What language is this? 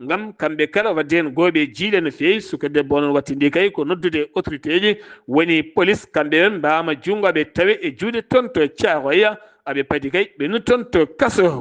Fula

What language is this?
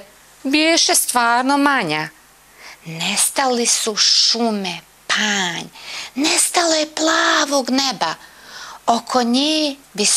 Bosnian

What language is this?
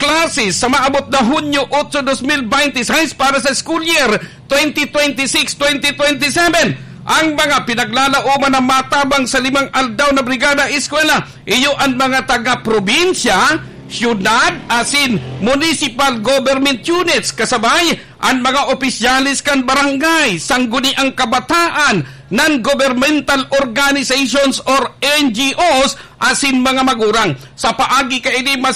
Bikol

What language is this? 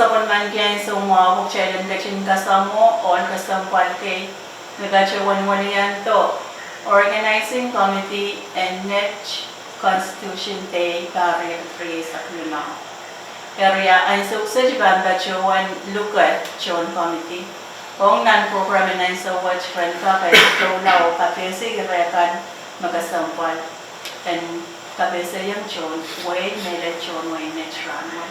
Pohnpeian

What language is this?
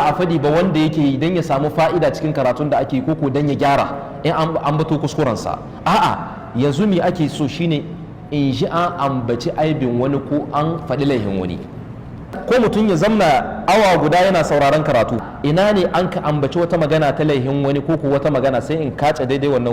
Hausa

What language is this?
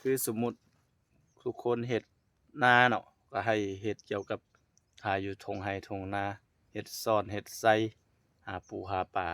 Lao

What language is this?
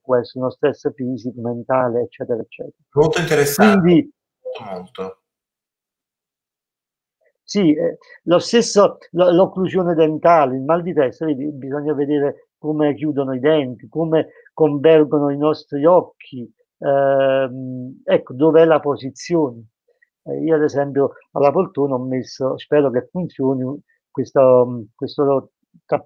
Italian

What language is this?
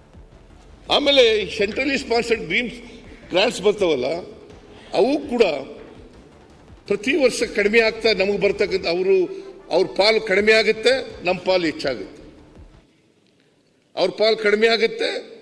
Kannada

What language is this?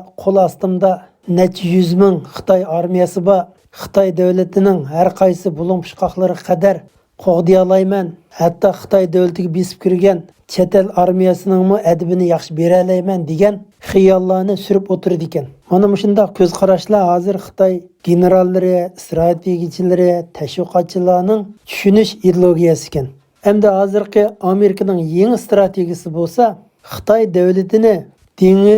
Uyghur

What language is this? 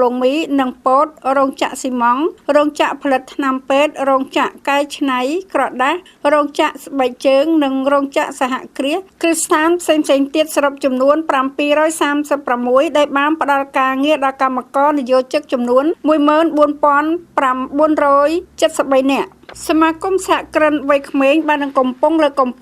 Khmer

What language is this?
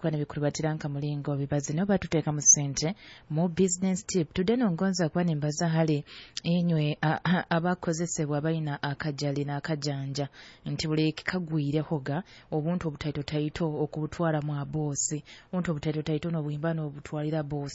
Nyoro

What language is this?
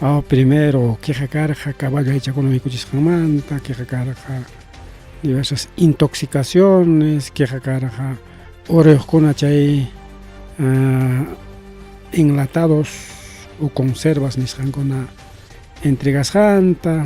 Ayacucho Quechua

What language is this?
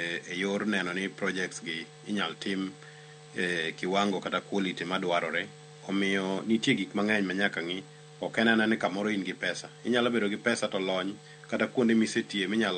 Luo (Kenya and Tanzania)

